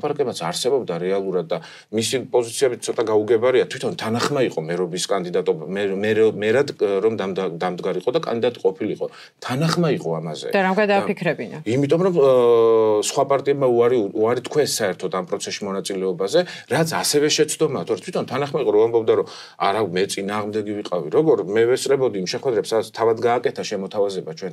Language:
Georgian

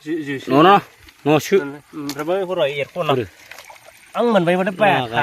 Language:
Bodo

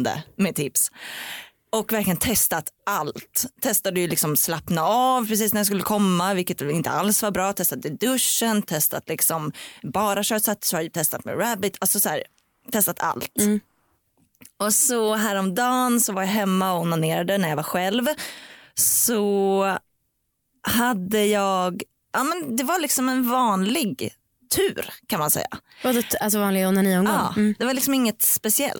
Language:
Swedish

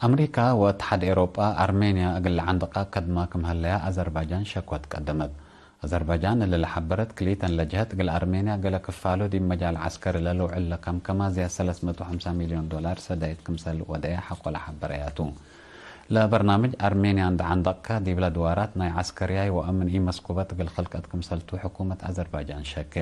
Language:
Tigre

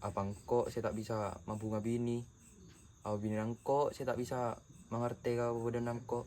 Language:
Madurese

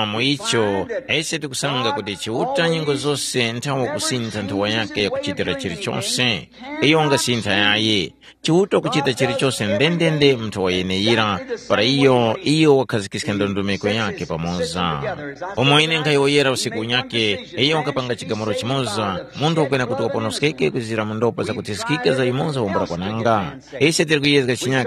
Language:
Tumbuka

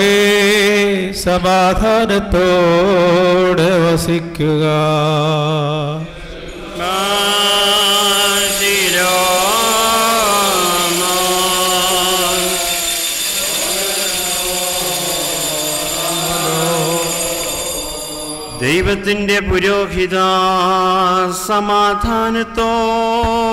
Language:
Malayalam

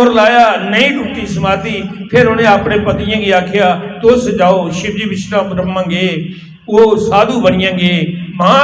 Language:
Dogri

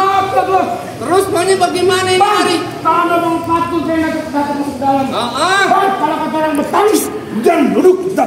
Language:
Betawi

